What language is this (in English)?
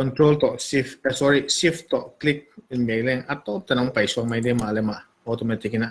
Paite Chin